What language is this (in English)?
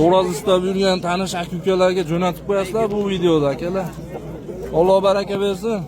Uzbek